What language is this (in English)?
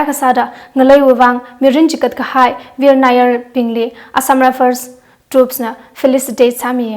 Tangkhul Naga (India)